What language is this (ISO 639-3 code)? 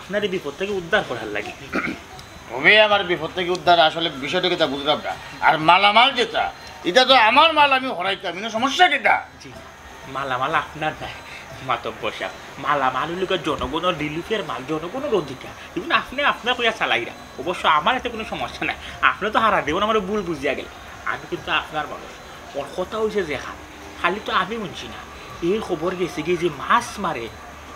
syl